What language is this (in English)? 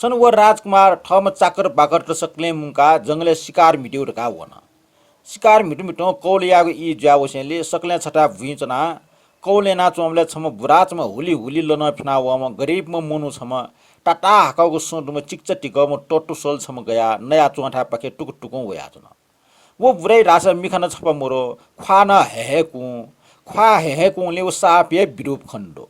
Newari